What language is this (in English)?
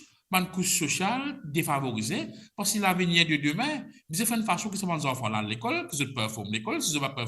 Morisyen